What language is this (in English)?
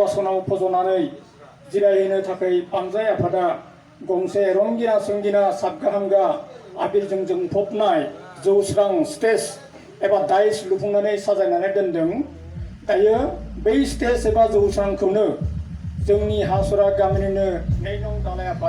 Bodo